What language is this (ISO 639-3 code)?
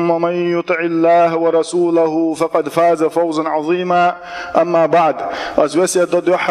che